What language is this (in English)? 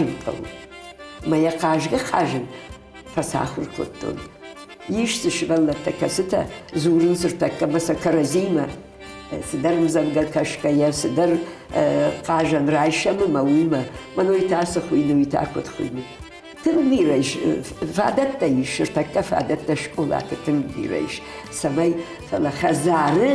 Ossetic